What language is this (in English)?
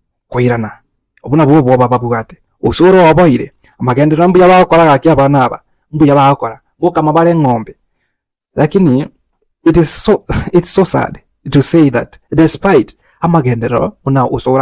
Gusii